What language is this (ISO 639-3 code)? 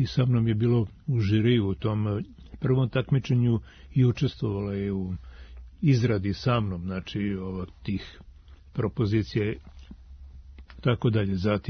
srp